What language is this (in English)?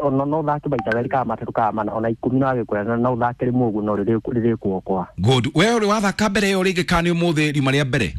Kikuyu